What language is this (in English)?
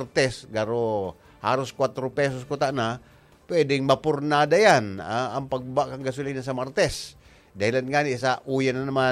Bikol